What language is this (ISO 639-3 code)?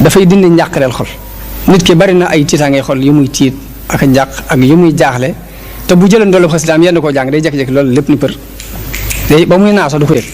wol